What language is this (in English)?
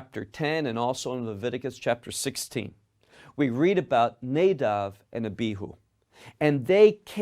English